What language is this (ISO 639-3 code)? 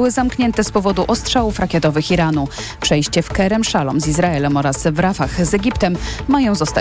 pol